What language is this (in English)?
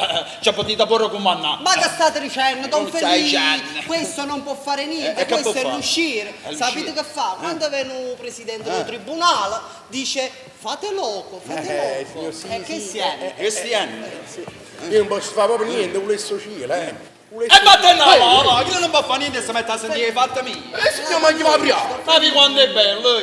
Neapolitan